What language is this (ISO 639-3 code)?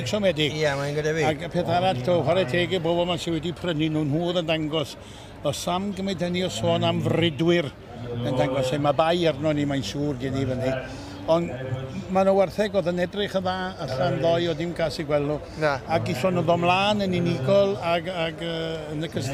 cym